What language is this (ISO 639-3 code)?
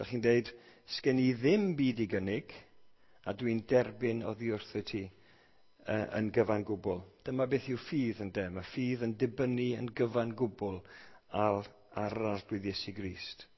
cym